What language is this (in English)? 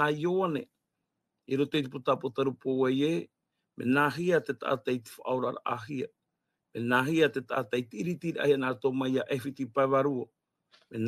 Tahitian